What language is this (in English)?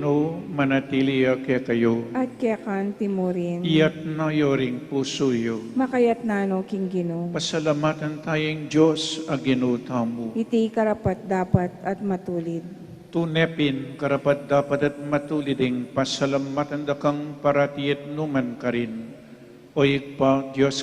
Pampanga